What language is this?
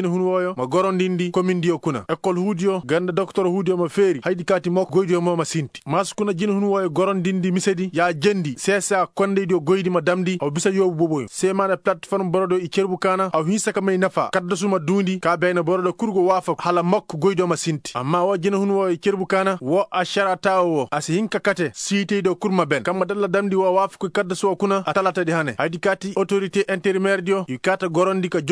Koyraboro Senni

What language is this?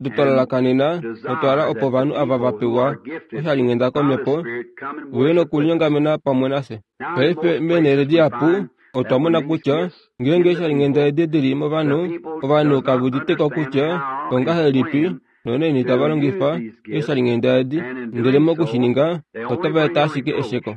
Kuanyama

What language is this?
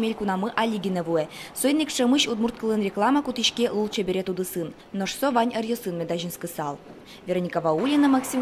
Udmurt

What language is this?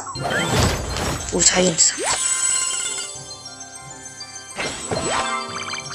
Korean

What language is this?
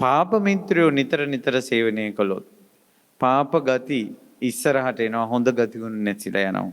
Sinhala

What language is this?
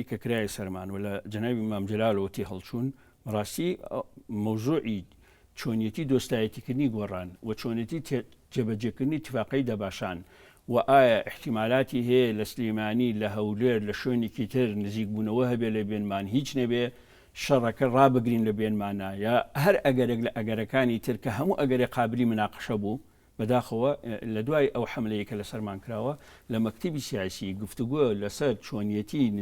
Central Kurdish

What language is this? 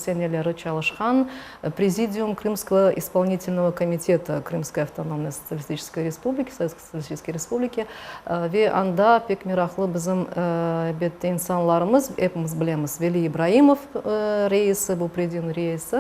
Crimean Tatar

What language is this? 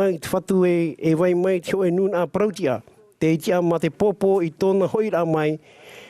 Tahitian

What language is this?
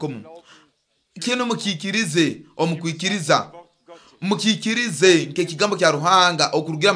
Nyoro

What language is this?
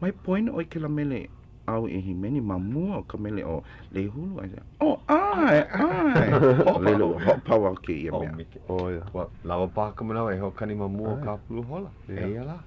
Hawaiian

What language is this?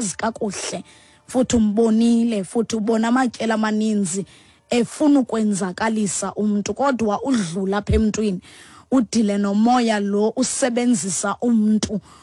Xhosa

